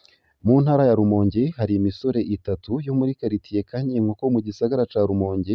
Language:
Rundi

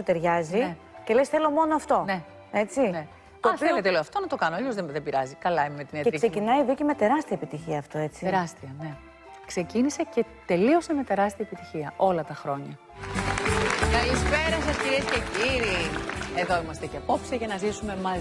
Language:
Greek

